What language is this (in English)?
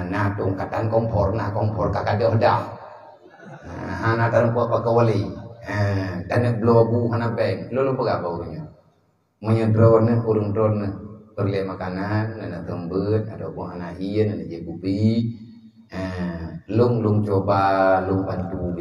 Achinese